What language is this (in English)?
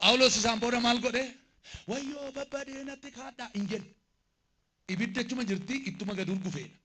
Oromo